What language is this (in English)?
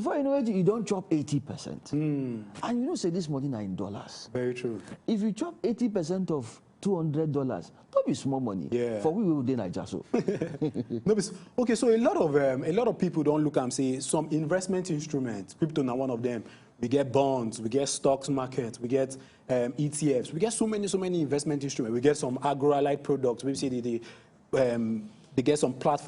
Nigerian Pidgin